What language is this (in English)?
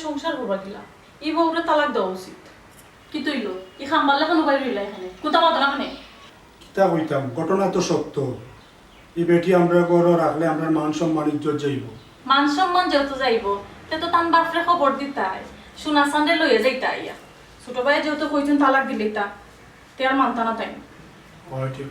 Sylheti